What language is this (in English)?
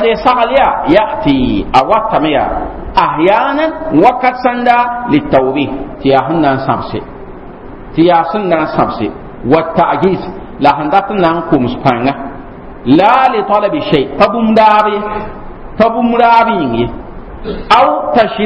Mossi